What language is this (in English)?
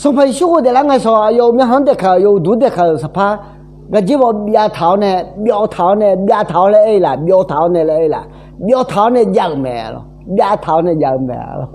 Akha